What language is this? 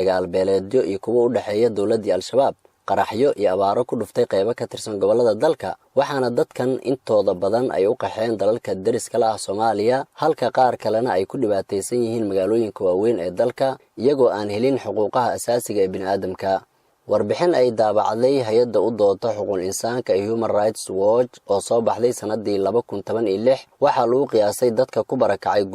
Somali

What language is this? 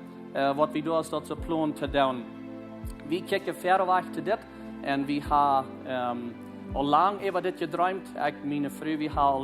Plautdietsch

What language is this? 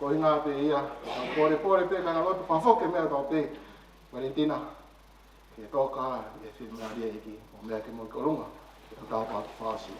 Tongan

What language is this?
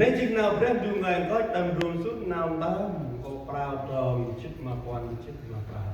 Central Mnong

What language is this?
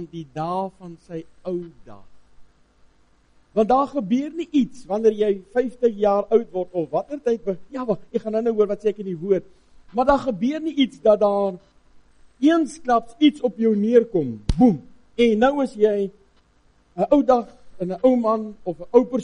Afrikaans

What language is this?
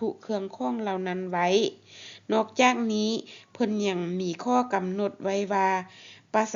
Lao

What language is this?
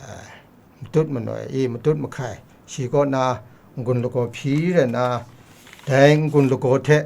Kachin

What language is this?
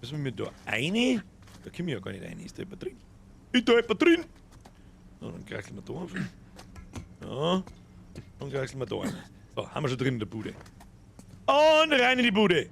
Bavarian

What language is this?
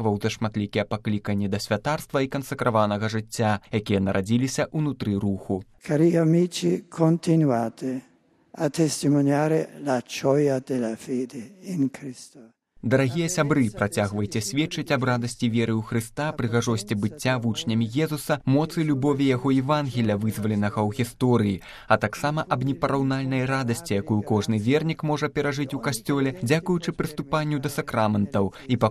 Belarusian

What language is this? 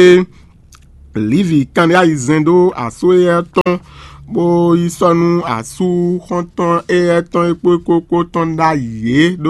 Fon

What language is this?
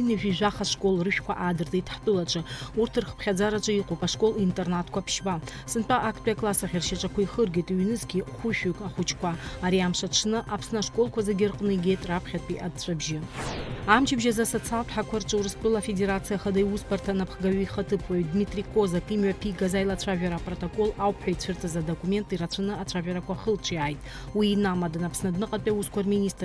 Abkhazian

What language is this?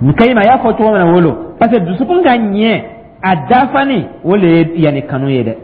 Dyula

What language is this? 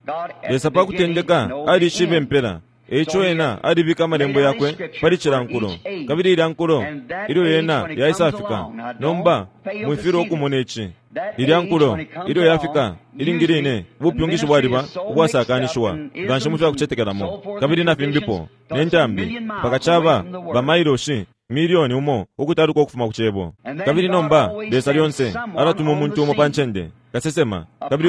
Bemba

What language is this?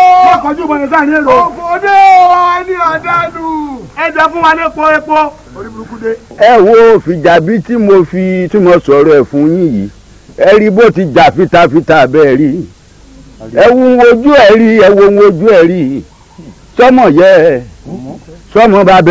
Yoruba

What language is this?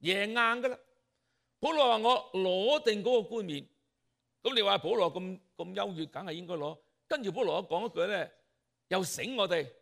Cantonese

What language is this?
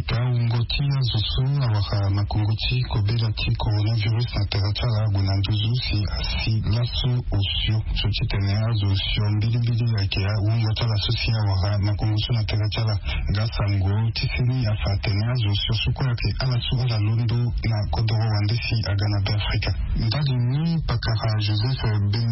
Sango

